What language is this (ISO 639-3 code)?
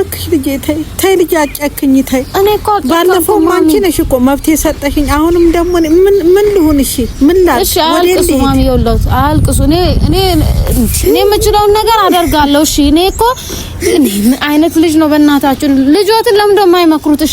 amh